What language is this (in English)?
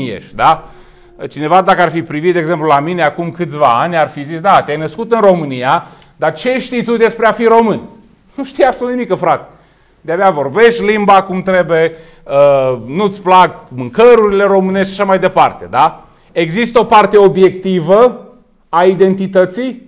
Romanian